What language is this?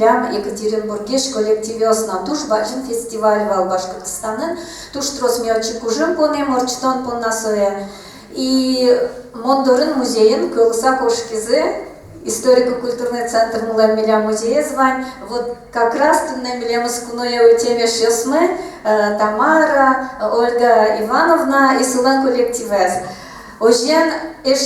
Udmurt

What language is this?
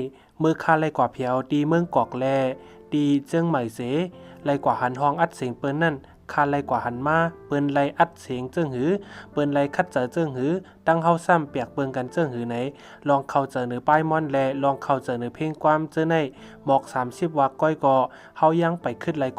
Shan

